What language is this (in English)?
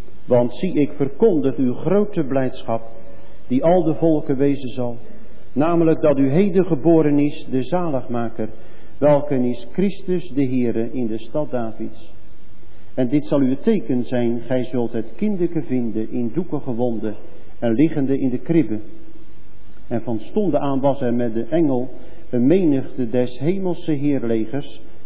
Dutch